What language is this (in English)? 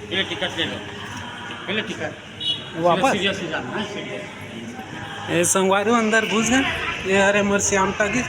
Chhattisgarhi